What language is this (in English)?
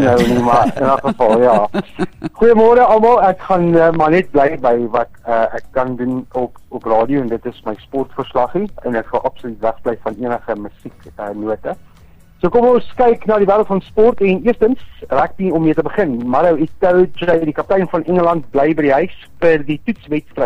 Afrikaans